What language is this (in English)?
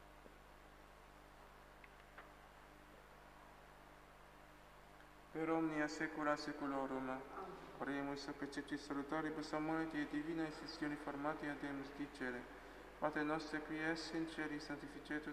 Latin